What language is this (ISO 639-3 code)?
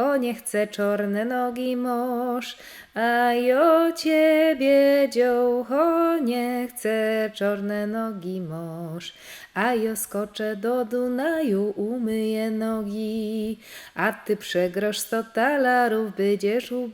szl